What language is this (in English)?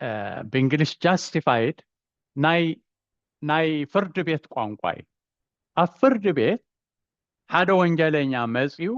Tigrinya